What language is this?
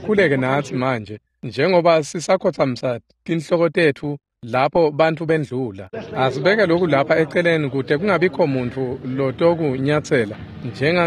Swati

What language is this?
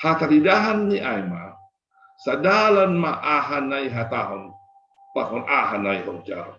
Batak Simalungun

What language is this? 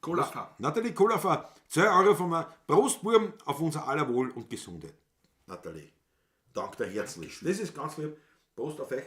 Bavarian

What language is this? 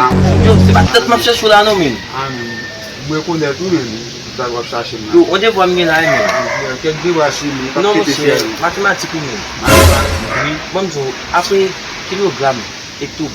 Haitian Creole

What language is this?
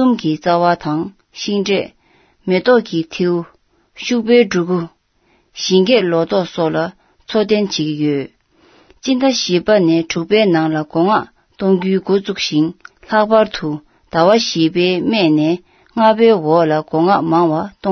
Tibetan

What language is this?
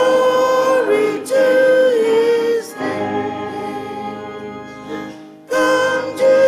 English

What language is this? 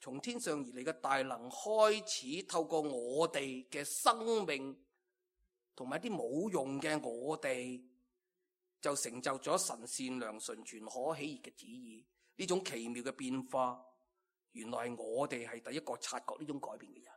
Cantonese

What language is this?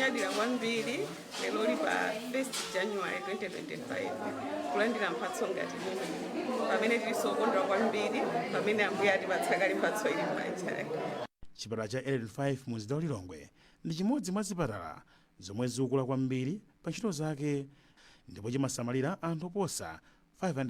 Nyanja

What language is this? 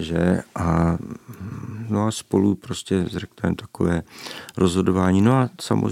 Czech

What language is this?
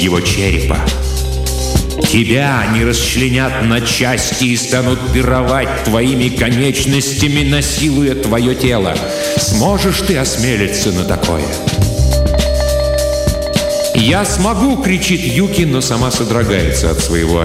Russian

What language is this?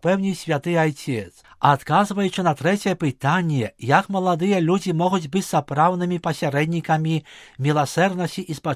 Belarusian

